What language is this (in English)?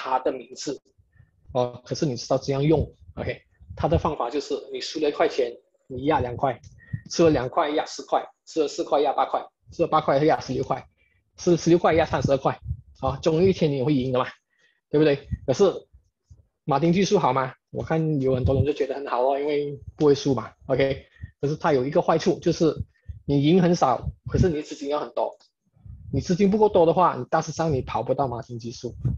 Chinese